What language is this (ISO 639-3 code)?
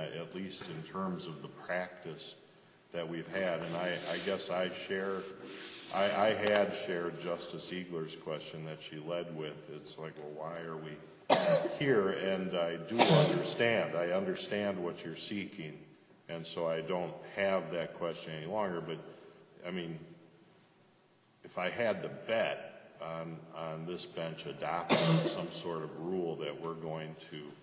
eng